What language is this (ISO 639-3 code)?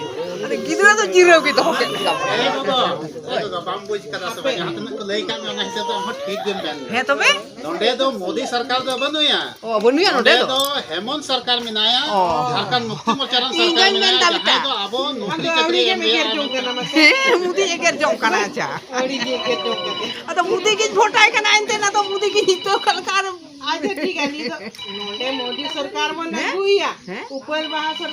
sat